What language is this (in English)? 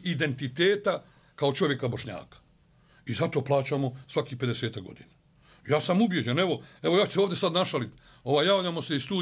Bosnian